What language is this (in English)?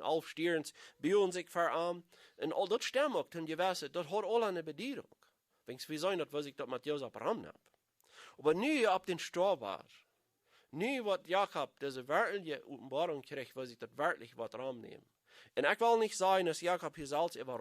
Plautdietsch